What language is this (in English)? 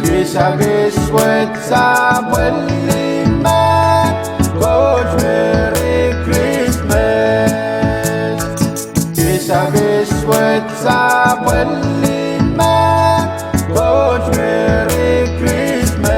Pohnpeian